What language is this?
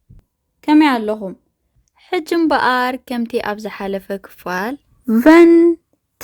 Tigrinya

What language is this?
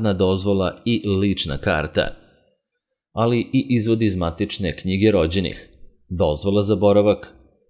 Serbian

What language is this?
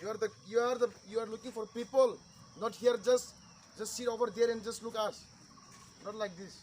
Kok Borok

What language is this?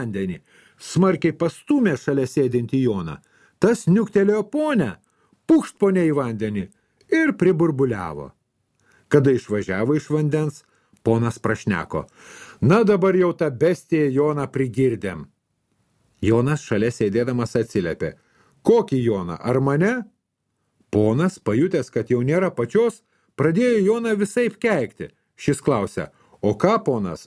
Lithuanian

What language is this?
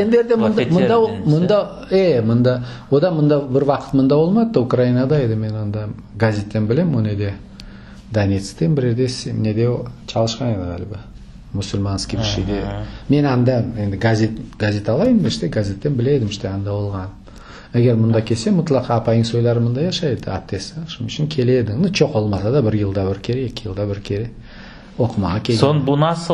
Crimean Tatar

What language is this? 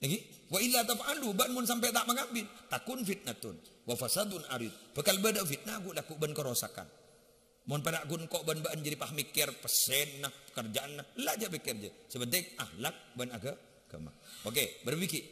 Madurese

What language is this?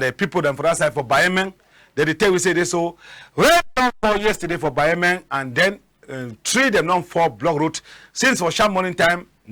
Cameroon Pidgin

